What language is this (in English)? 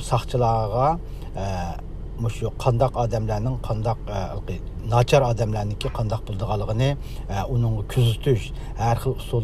Uyghur